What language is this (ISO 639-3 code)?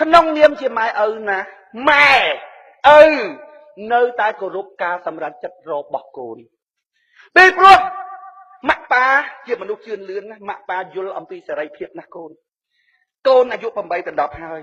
khm